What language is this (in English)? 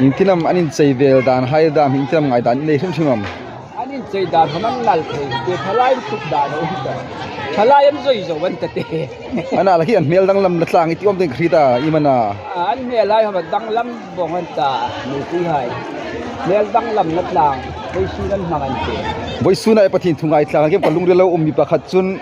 Hmar